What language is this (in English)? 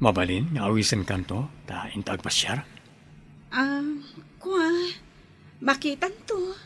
Iloko